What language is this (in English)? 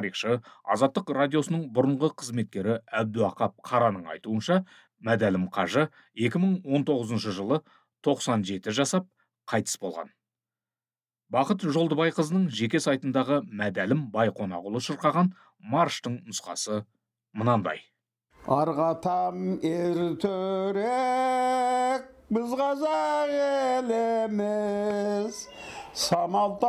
Kazakh